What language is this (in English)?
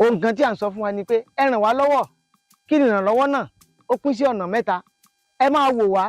Yoruba